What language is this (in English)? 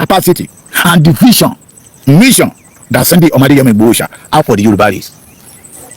Yoruba